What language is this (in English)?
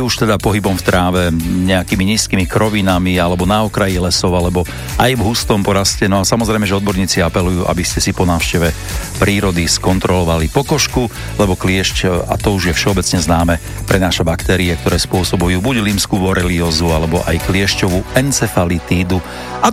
Slovak